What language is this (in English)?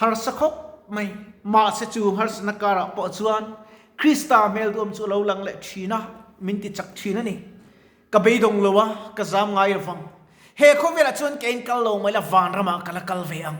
Mizo